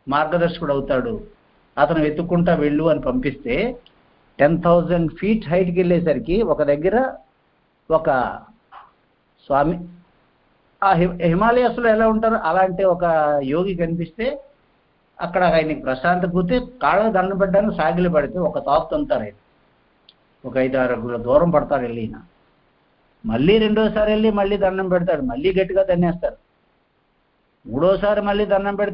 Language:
Telugu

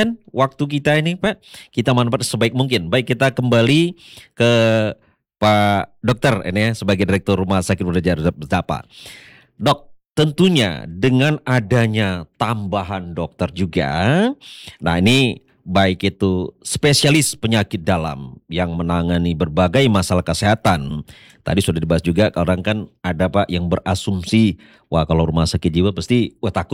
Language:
Indonesian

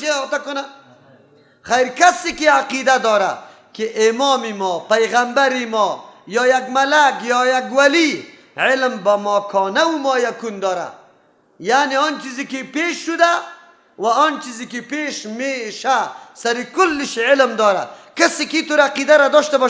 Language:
Persian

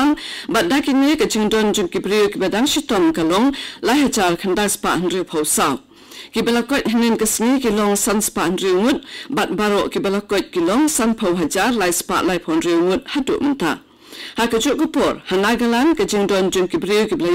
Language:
Khasi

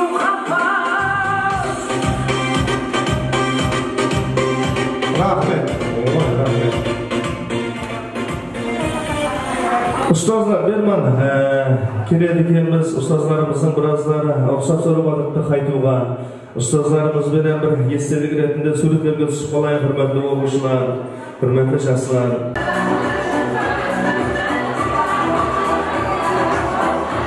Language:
Kara-Kalpak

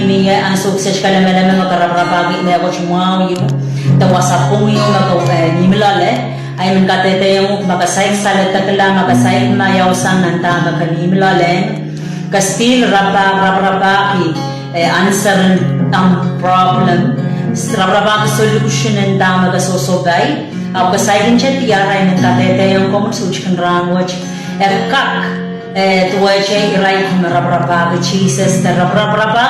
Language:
Pohnpeian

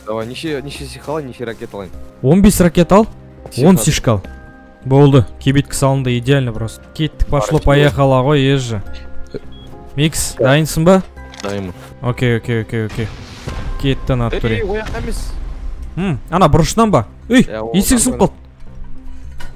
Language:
Kazakh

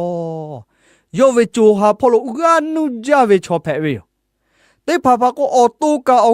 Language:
Lahu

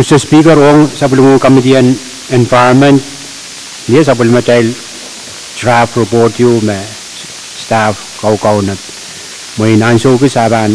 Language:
Pohnpeian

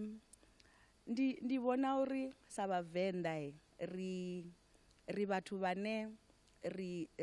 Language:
Venda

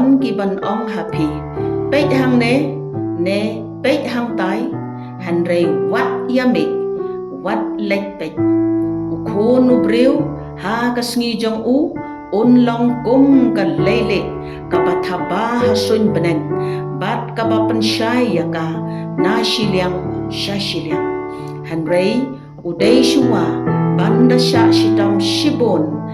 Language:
Khasi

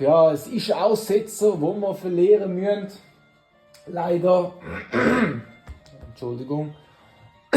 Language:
Swiss German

